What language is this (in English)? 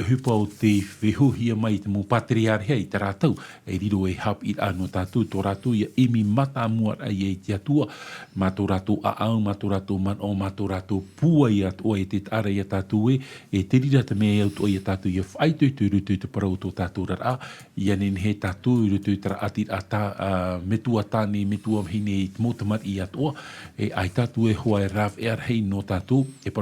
Tahitian